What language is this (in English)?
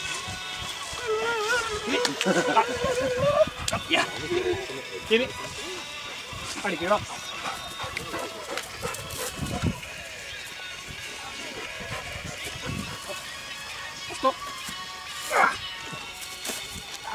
Norwegian